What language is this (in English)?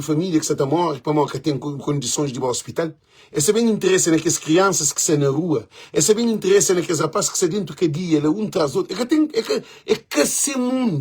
Kabuverdianu